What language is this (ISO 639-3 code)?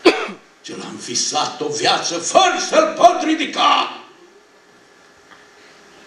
ron